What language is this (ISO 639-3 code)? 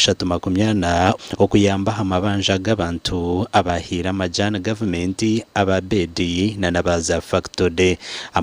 nyn